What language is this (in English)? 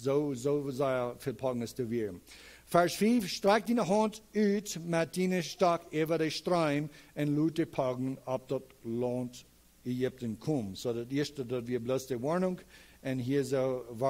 Plautdietsch